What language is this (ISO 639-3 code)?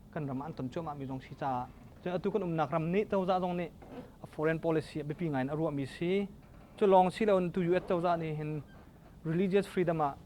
cnh